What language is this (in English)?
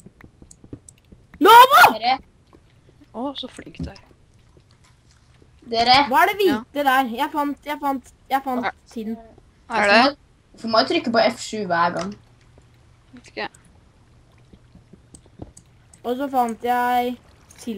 Norwegian